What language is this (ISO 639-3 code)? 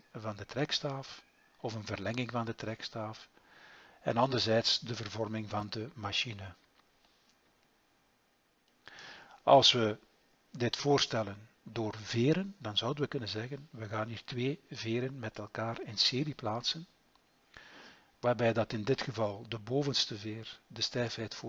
nld